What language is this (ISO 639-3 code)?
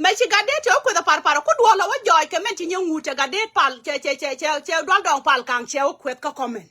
nus